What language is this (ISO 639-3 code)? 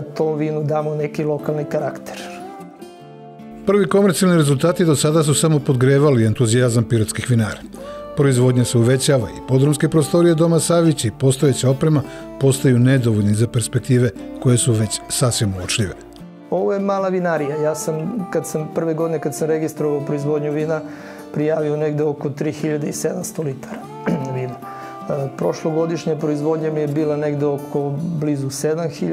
srp